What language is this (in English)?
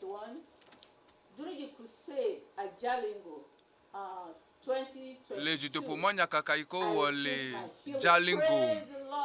Ewe